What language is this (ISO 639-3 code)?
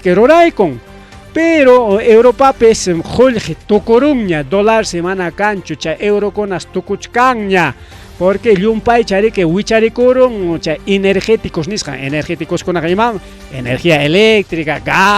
quy